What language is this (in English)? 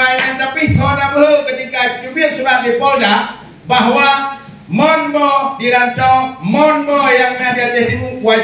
Achinese